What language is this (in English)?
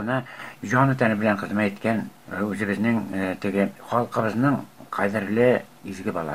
Tatar